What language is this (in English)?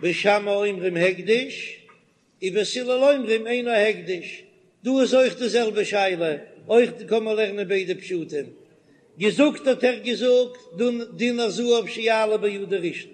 Yiddish